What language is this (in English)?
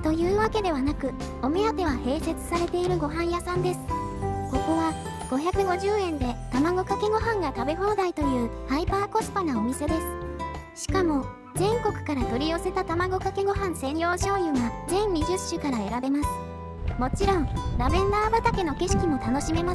Japanese